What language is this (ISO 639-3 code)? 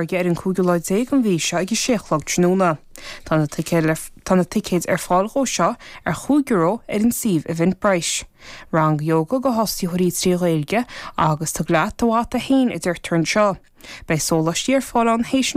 gle